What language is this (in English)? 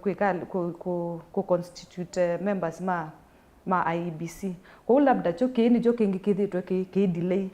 Kamba